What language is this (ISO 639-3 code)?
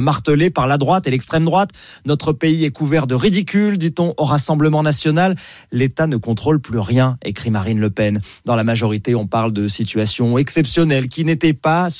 fra